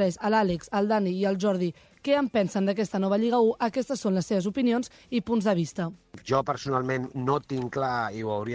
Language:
Catalan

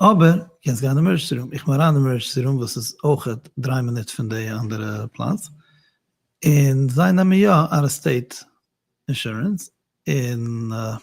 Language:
Yiddish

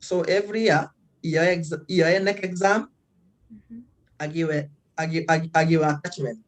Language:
Kalenjin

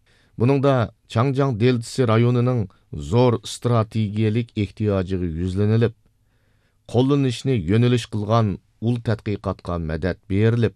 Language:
Uyghur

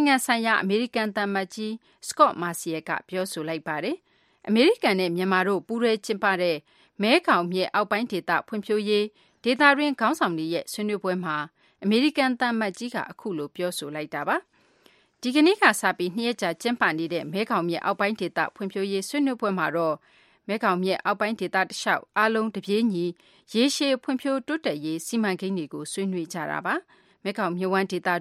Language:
Burmese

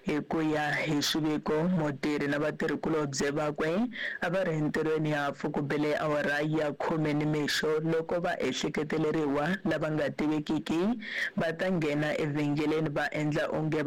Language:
Tsonga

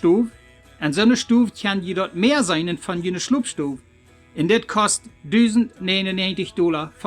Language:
Plautdietsch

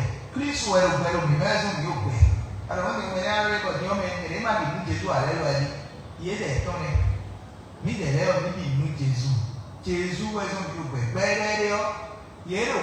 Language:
Fon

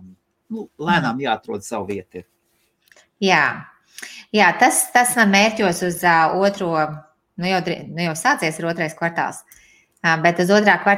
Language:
Latvian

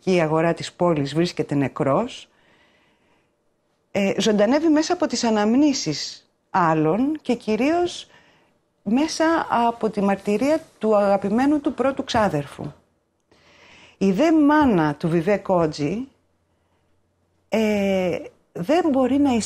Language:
Greek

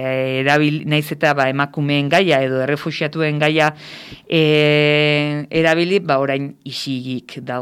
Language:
Basque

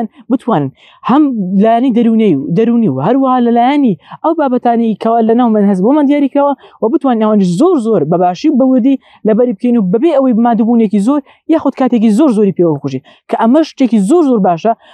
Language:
Central Kurdish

